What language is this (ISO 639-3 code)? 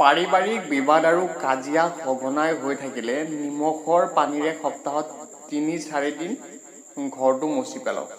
asm